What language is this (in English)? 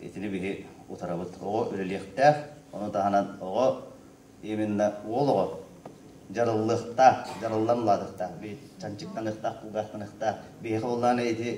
Yakut